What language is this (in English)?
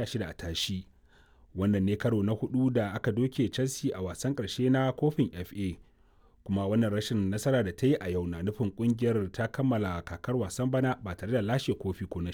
Hausa